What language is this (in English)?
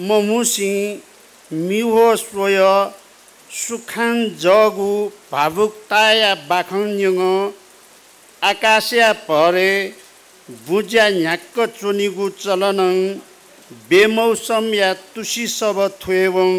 Newari